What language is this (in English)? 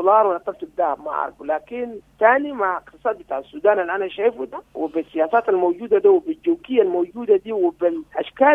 Sudanese Arabic